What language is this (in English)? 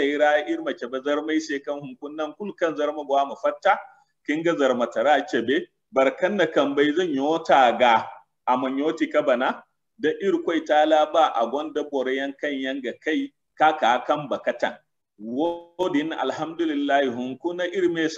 Zarma